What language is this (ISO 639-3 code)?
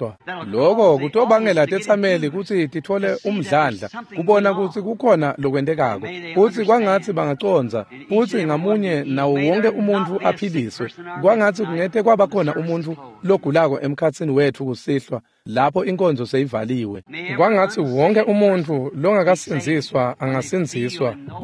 ssw